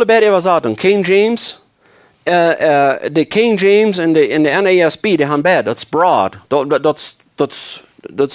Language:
Plautdietsch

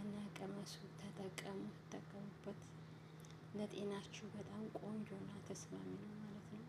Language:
Amharic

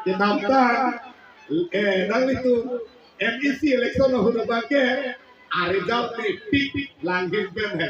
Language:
Karbi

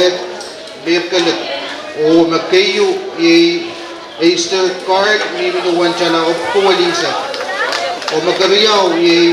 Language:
Pohnpeian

